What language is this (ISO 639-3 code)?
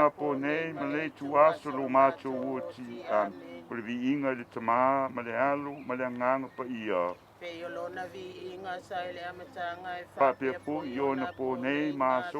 smo